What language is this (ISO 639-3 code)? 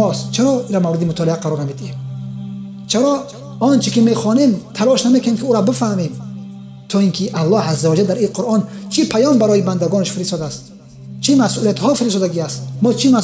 tgk